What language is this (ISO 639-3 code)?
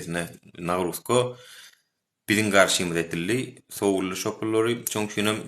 tuk